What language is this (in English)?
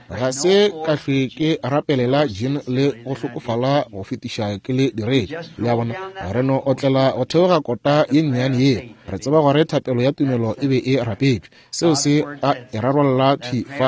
Northern Sotho